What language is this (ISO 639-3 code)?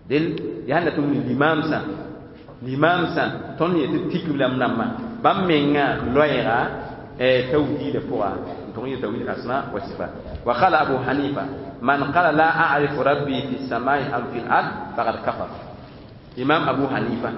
mos